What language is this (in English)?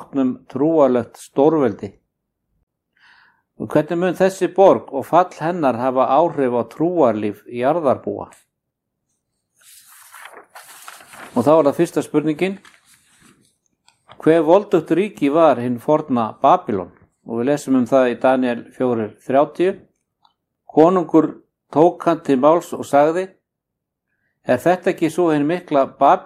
Icelandic